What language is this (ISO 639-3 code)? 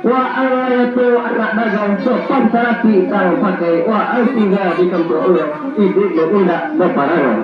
min